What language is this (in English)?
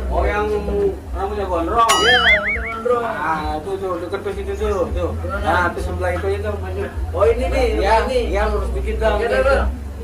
Betawi